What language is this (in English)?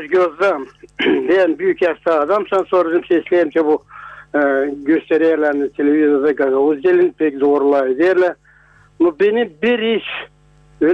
Gagauz